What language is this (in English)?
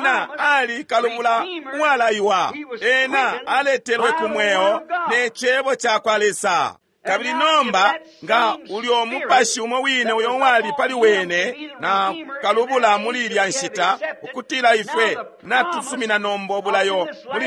Bemba